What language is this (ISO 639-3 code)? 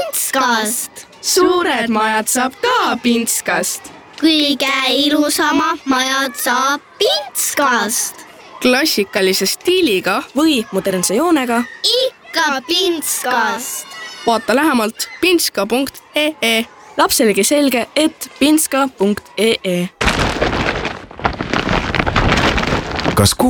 est